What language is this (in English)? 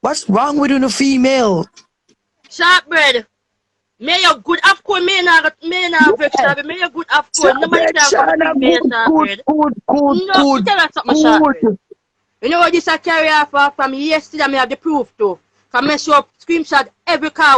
Jamaican Creole English